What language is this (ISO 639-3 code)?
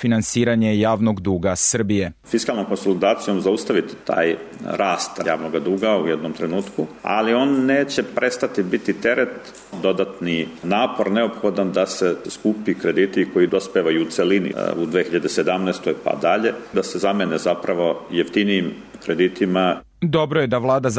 srp